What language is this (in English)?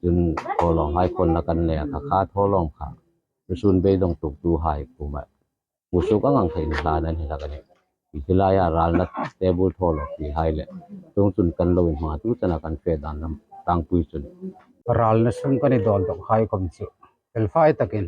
Hmar